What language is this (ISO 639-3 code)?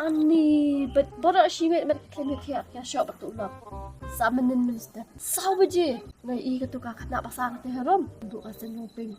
kha